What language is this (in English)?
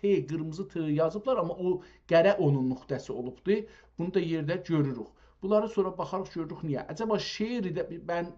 South Azerbaijani